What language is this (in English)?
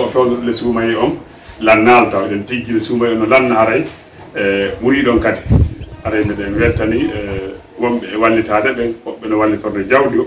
Pular